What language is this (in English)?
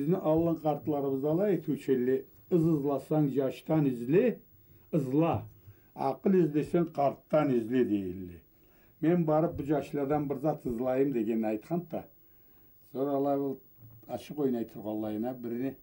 Karachay-Balkar